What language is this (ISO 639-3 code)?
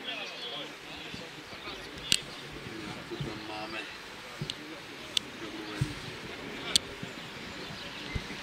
ces